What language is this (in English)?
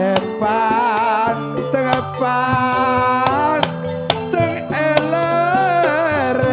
Madurese